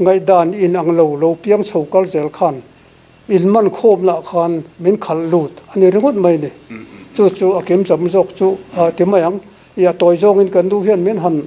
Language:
Mizo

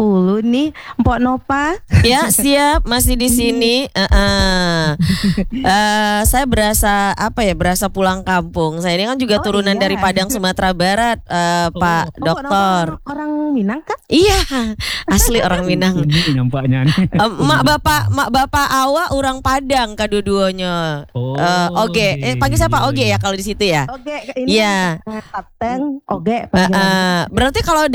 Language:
Indonesian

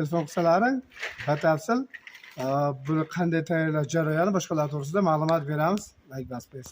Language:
Uzbek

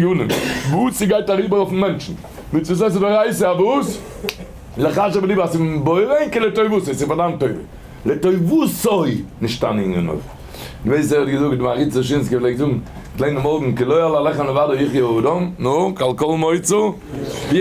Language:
Yiddish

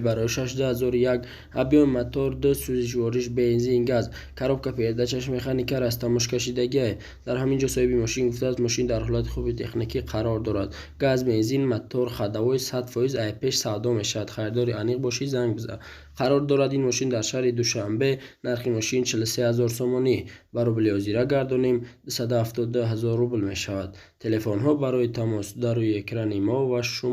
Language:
Tajik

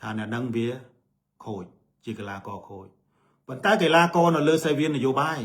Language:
Khmer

